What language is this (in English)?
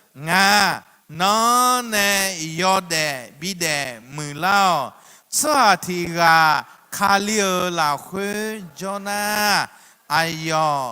Akha